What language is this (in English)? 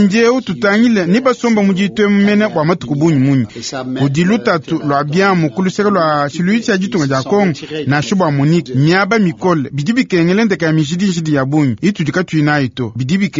Luba-Lulua